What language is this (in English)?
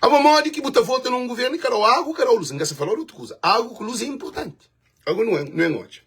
Kabuverdianu